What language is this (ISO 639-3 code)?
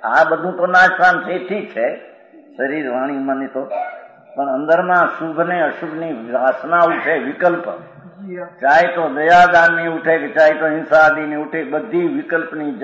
guj